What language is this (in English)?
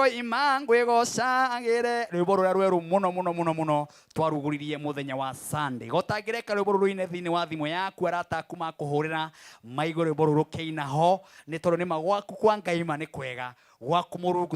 Kikuyu